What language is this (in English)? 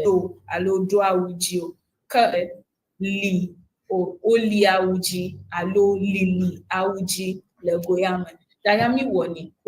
Ewe